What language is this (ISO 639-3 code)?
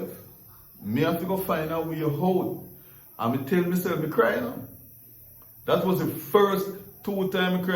jam